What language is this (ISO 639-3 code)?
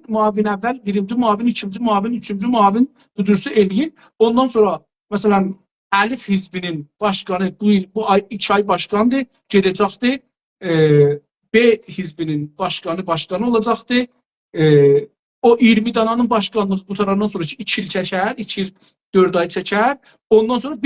azb